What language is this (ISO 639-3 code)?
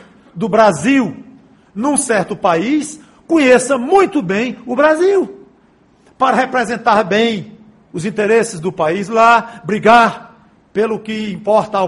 por